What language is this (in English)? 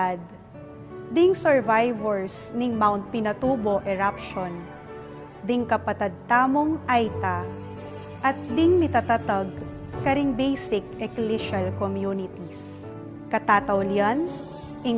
Pampanga